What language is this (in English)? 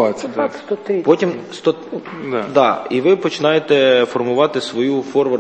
Ukrainian